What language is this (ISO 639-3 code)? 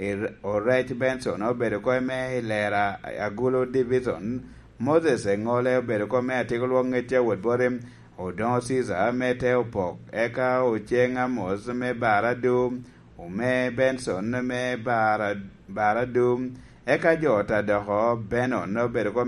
laj